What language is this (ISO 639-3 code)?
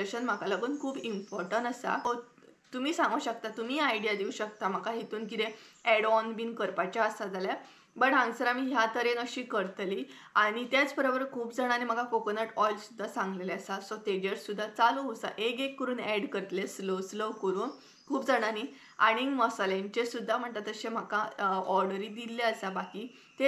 kok